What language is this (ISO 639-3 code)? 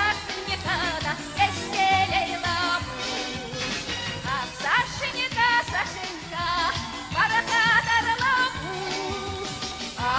chv